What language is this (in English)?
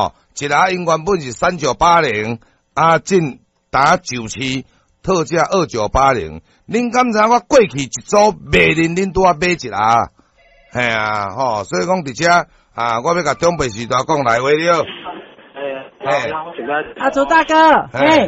Min Nan Chinese